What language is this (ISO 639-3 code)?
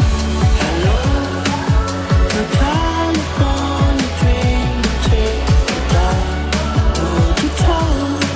dan